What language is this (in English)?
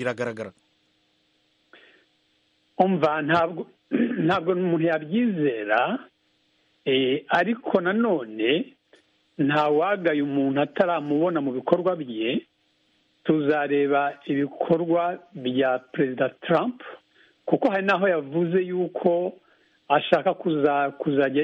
Kinyarwanda